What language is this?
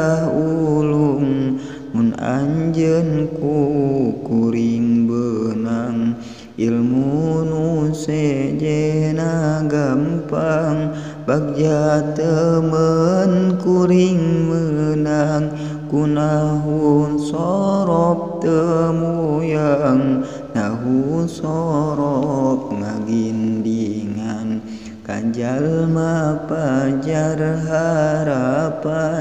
Sundanese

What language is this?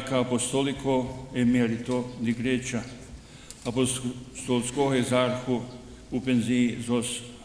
Rusyn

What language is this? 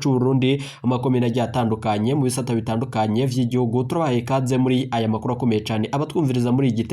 Rundi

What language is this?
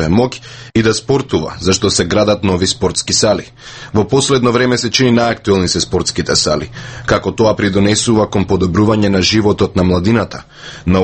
Macedonian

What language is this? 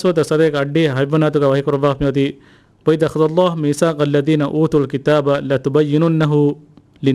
Divehi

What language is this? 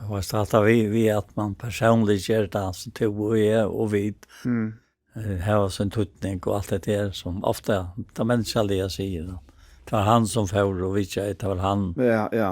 Faroese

